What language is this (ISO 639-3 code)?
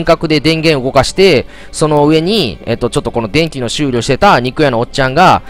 jpn